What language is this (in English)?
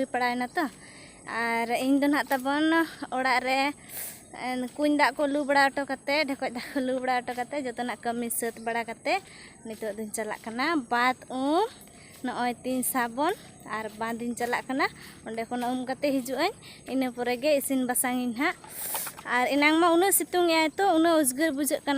Santali